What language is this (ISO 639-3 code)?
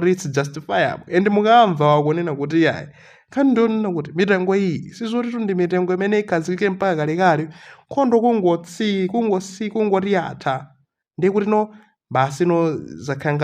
nya